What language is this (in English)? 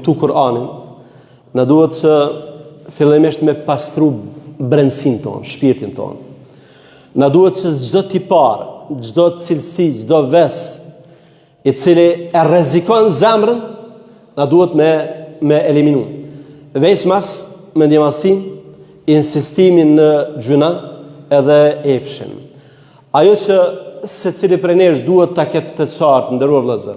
Albanian